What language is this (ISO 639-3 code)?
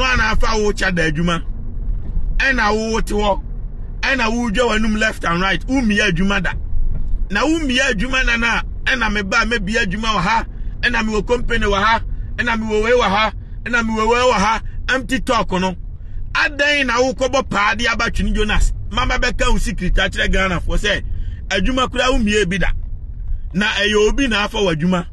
aka